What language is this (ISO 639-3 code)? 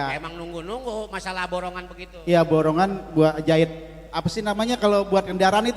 bew